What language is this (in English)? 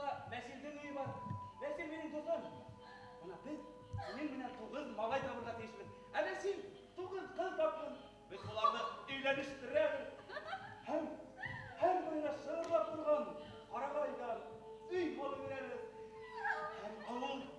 Bashkir